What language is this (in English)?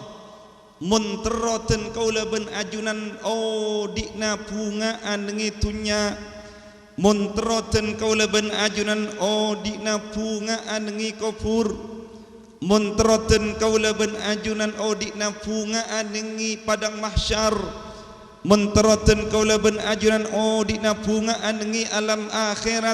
Madurese